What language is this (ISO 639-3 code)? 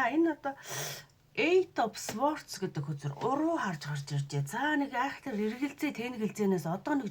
mon